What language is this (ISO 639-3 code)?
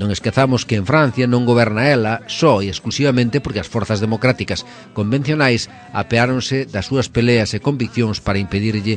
glg